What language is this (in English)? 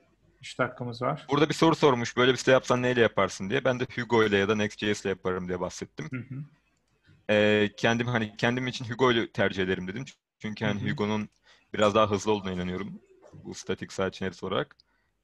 Turkish